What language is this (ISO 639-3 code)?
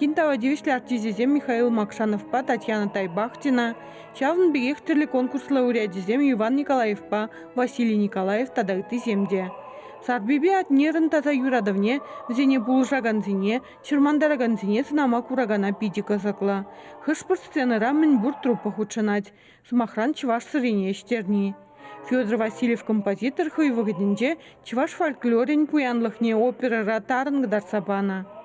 chv